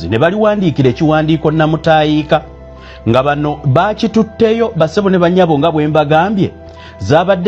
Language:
Ganda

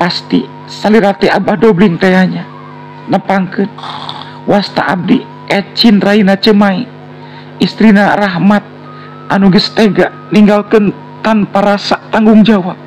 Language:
Sundanese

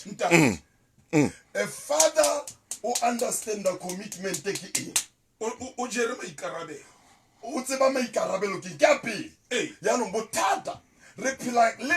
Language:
Southern Sotho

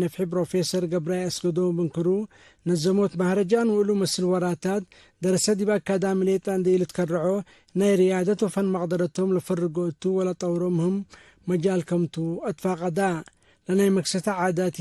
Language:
Tigre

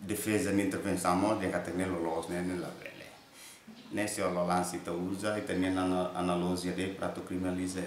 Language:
Tetum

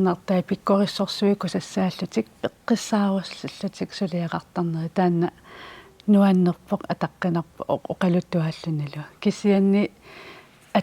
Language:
Kalaallisut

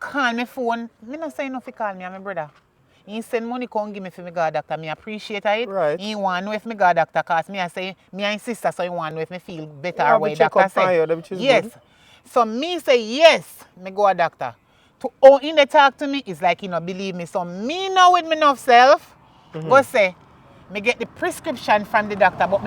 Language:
Jamaican Creole English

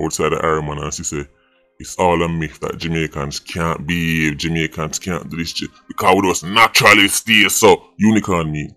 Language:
Jamaican Creole English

